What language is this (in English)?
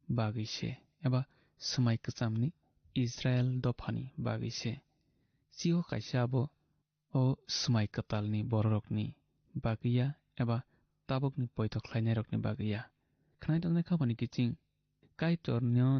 Kok Borok